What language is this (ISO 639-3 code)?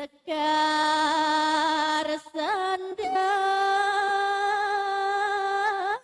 ban